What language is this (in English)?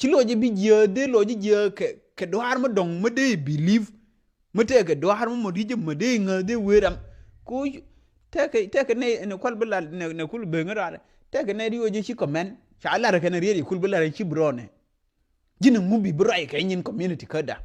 Nuer